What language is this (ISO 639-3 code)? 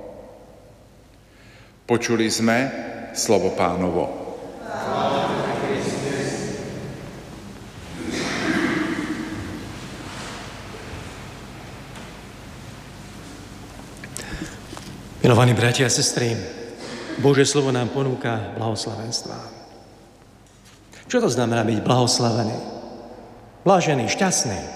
slk